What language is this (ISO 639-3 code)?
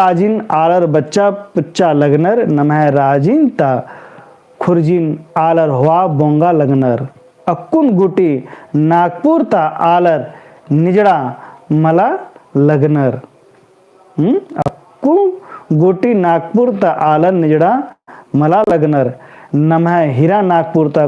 kru